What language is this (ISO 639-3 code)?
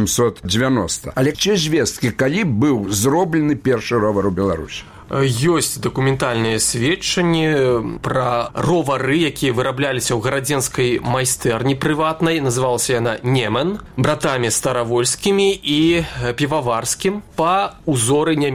bel